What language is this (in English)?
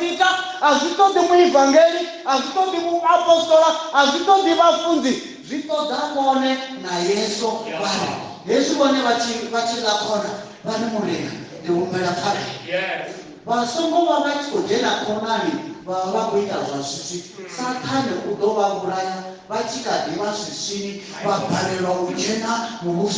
Venda